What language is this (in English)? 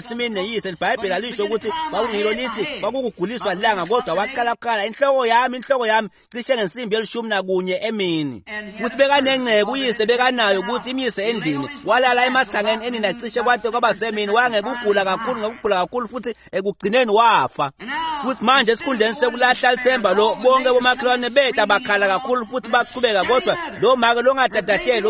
Swati